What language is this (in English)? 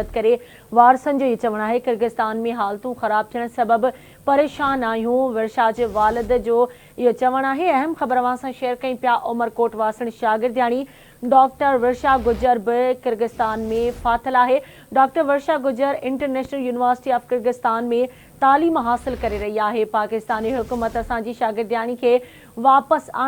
Sindhi